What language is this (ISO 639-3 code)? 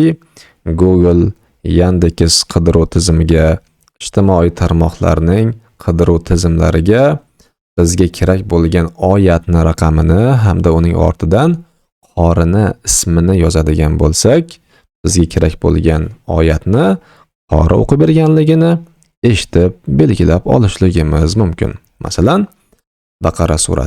uzb